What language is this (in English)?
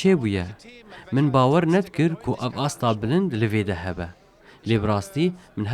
Kurdish